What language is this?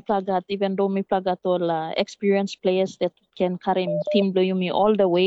Tok Pisin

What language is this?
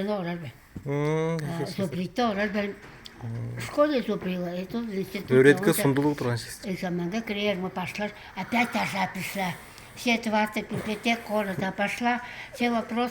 Tuvinian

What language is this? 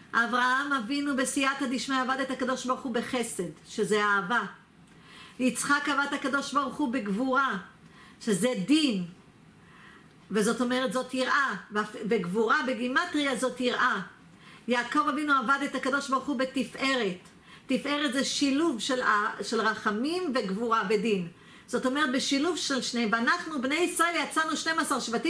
Hebrew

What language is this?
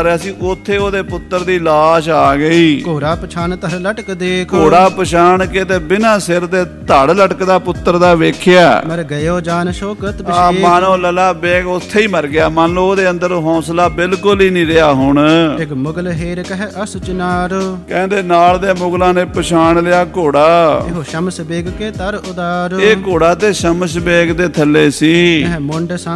Punjabi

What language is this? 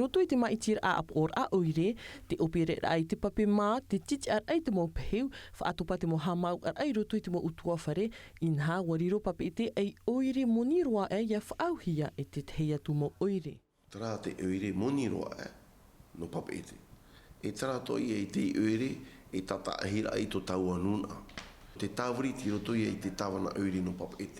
Tahitian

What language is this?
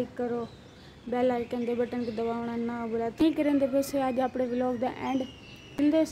Saraiki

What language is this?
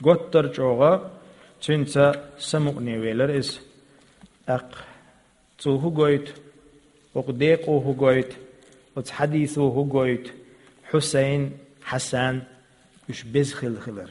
Chechen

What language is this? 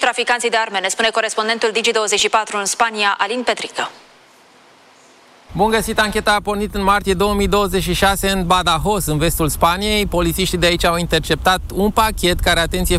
Romanian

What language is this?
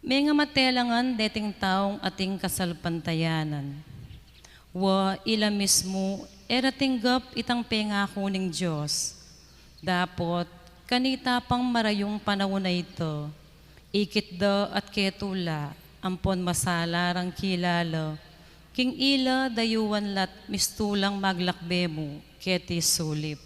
Pampanga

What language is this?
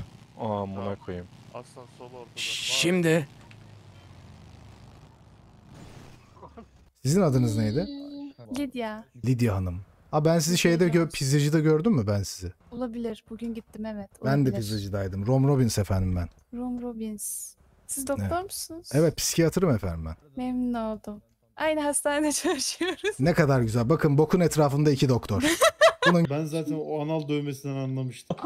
Turkish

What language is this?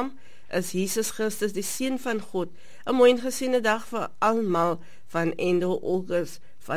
Afrikaans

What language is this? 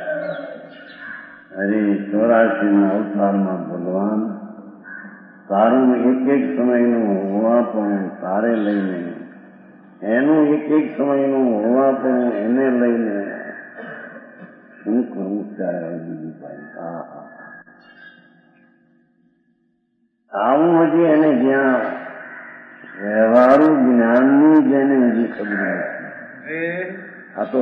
Gujarati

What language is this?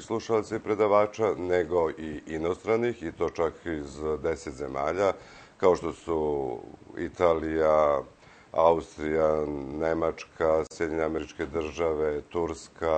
Serbian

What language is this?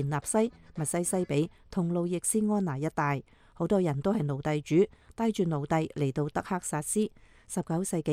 Cantonese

